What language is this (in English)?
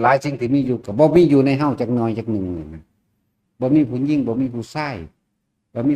Northeastern Thai